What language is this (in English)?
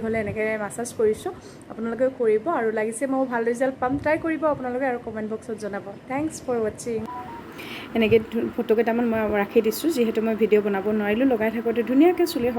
Assamese